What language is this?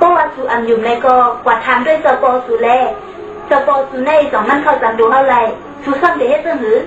Shan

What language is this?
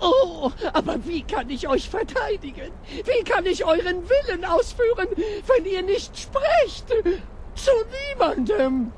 Bavarian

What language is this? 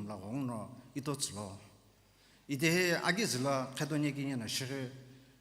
Sumi Naga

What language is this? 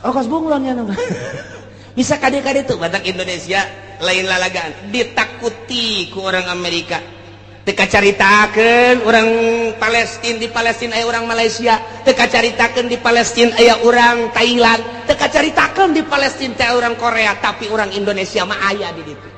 Sundanese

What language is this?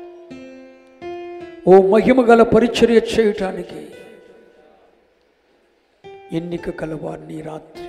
Telugu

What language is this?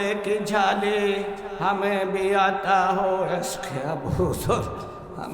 Sylheti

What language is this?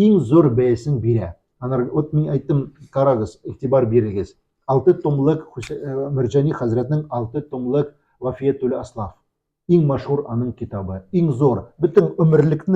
Tatar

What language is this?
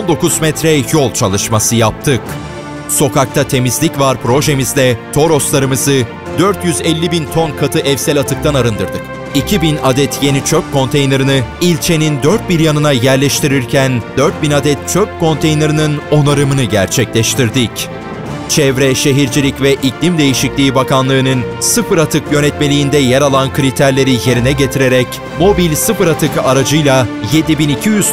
Turkish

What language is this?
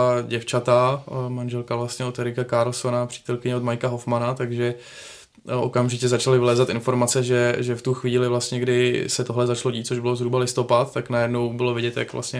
Czech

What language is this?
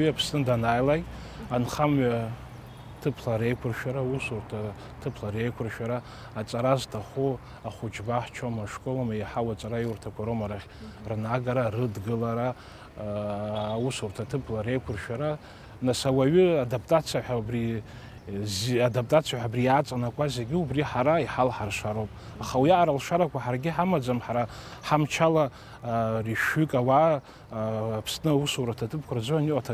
Abkhazian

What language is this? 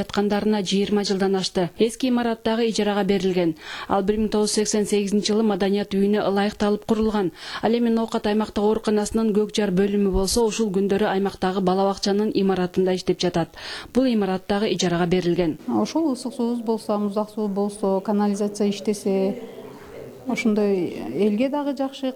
Kyrgyz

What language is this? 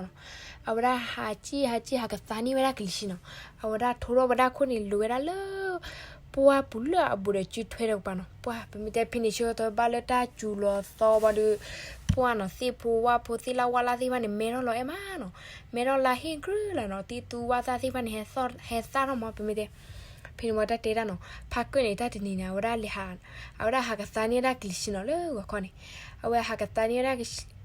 S'gaw Karen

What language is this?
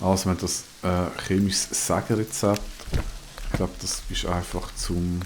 Swiss German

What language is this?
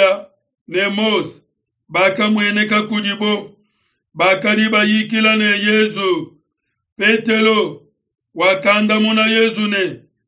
Luba-Lulua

